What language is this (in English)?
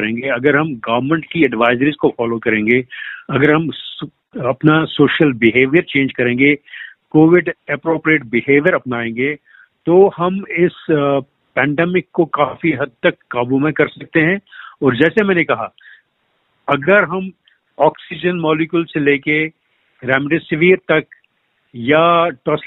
Hindi